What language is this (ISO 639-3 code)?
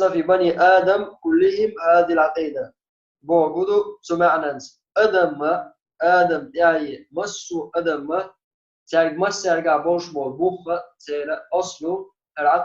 che